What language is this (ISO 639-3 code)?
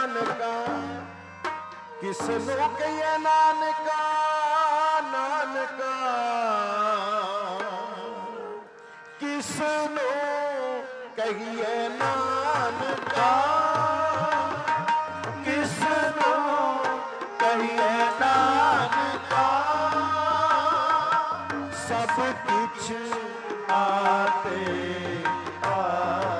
pan